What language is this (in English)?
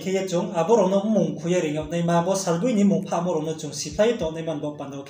Riang (India)